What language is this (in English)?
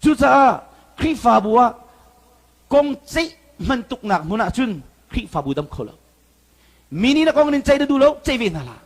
Hakha Chin